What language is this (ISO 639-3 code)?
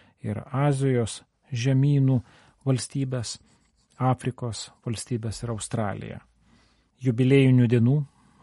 lit